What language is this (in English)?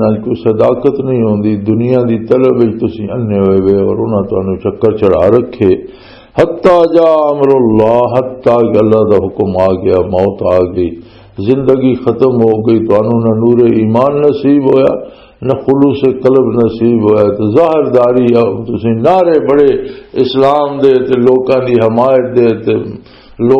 Western Panjabi